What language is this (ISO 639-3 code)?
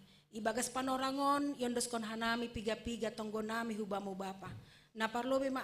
bts